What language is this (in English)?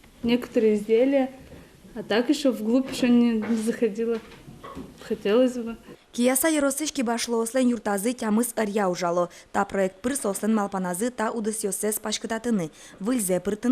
Udmurt